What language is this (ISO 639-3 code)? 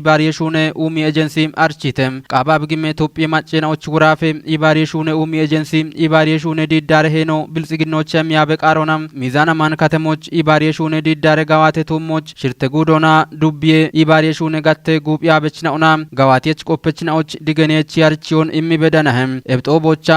kbr